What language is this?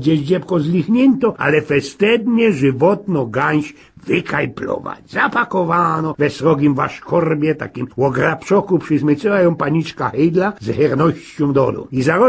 Silesian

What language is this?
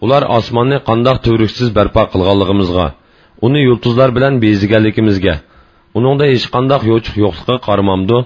Uyghur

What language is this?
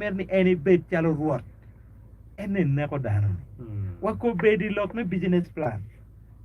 Acoli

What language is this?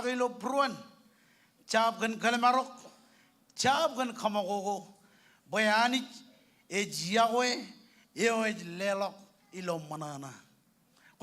Marshallese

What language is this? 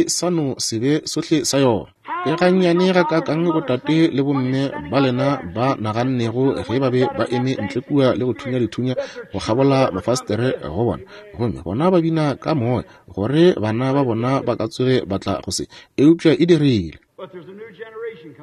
Northern Sotho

